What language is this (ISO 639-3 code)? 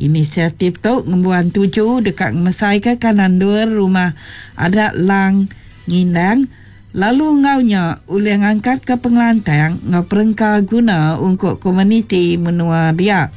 iba